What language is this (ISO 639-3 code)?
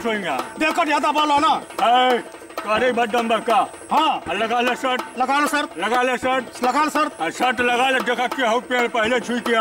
bho